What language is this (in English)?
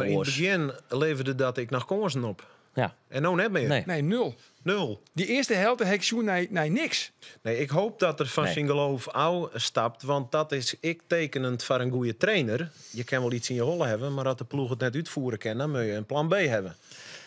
Western Frisian